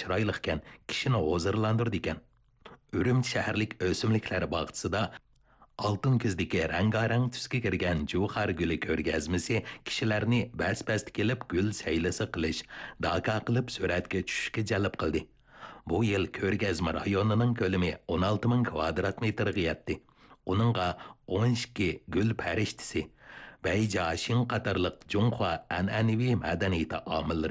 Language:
Uyghur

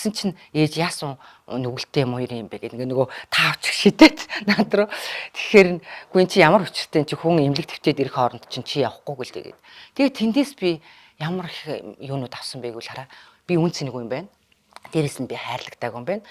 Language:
Mongolian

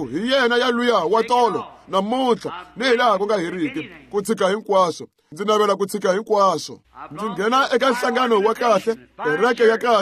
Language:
Tsonga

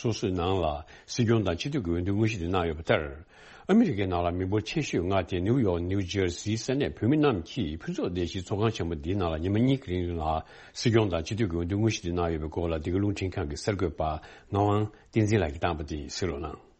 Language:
Tibetan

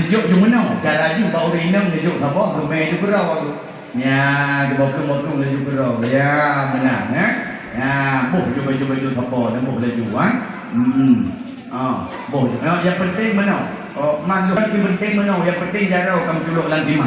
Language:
Achinese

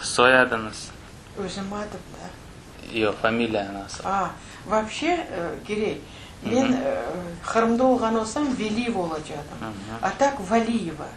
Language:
Crimean Tatar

